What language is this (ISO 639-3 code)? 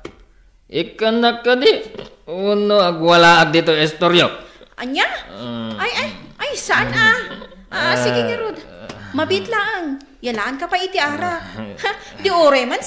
ilo